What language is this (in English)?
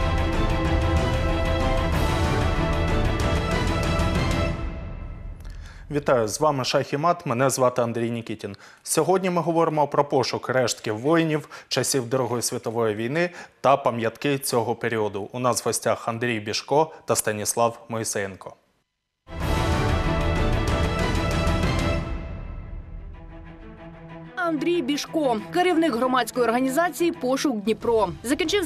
Ukrainian